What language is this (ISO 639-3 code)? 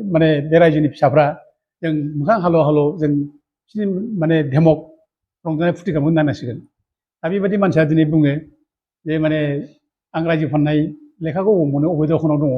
brx